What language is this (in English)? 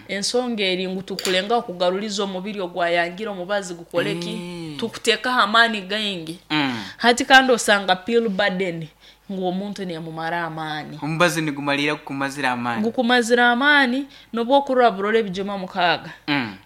Nyoro